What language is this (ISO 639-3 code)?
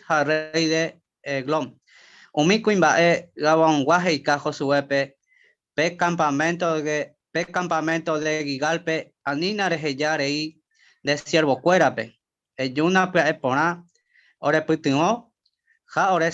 grn